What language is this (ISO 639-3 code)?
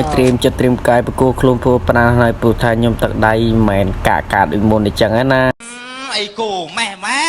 khm